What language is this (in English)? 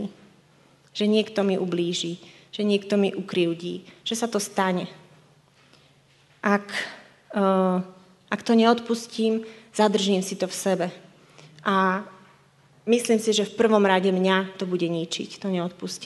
Slovak